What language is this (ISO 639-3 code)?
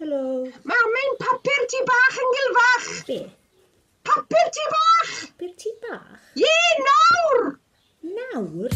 cym